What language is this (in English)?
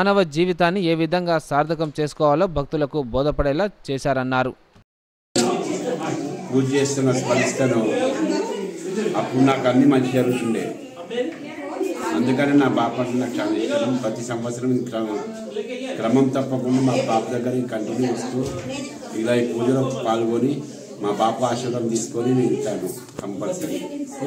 Telugu